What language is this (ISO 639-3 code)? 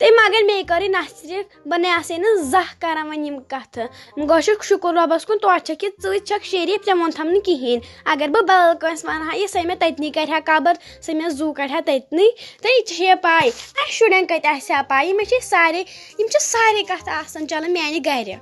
kas